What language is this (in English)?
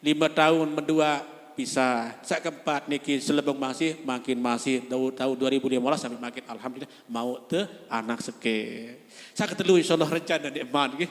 Sasak